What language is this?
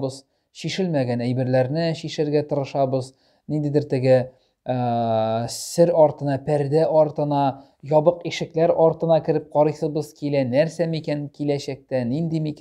Tatar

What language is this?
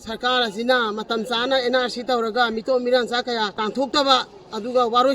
Manipuri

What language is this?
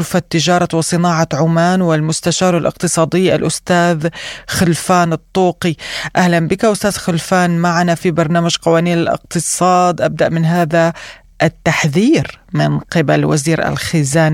Arabic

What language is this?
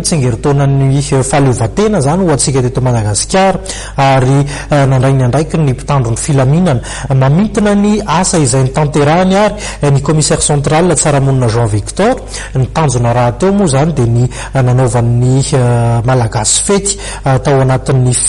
Malagasy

